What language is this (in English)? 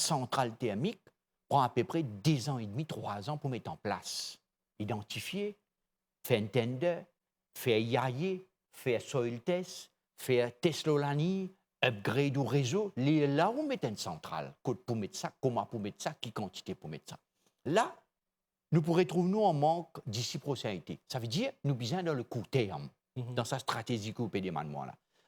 Morisyen